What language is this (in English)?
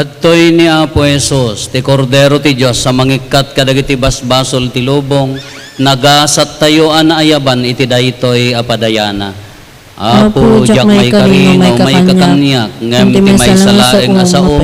Iloko